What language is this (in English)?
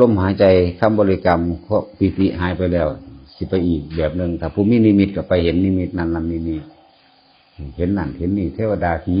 Northeastern Thai